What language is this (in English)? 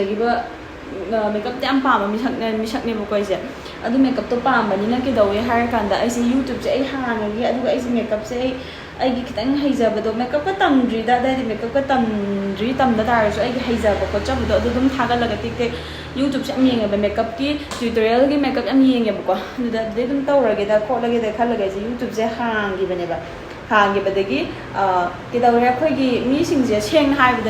Manipuri